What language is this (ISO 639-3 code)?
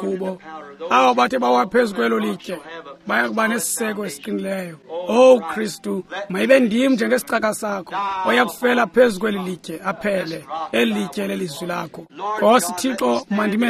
xho